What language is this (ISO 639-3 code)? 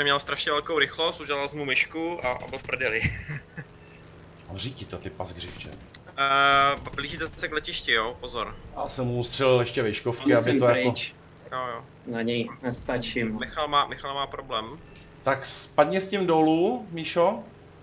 ces